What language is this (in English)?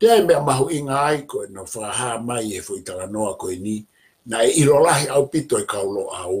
Tongan